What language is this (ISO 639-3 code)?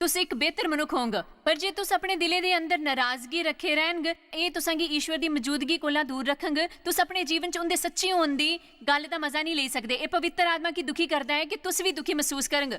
doi